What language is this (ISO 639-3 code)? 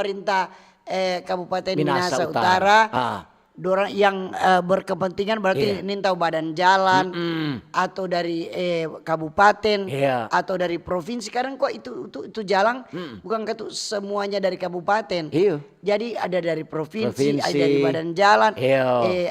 xmm